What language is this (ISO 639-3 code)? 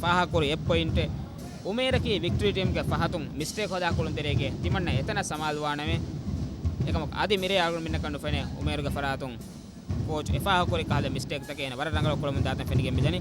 div